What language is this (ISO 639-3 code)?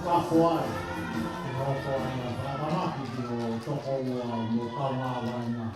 ton